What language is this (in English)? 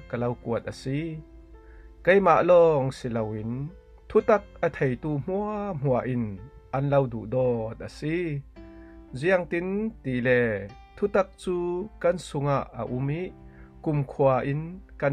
Falam Chin